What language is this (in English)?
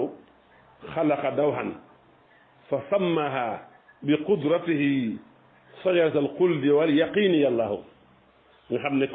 Wolof